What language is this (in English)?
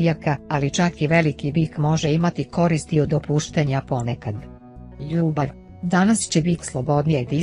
Croatian